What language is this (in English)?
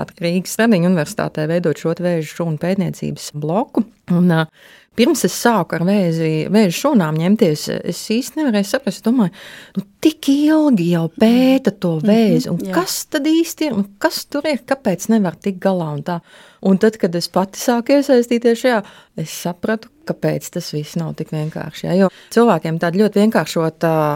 Latvian